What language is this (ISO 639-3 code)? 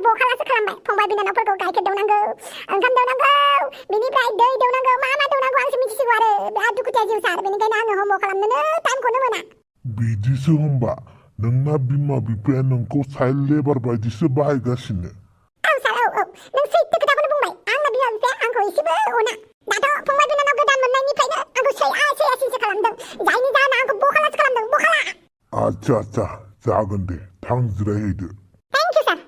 brx